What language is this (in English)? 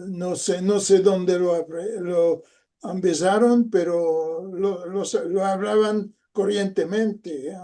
Ladino